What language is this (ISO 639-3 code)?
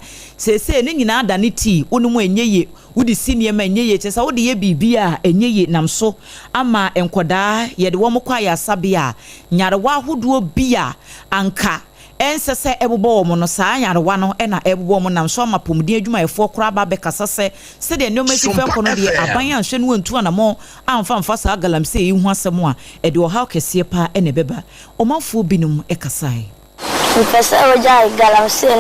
aka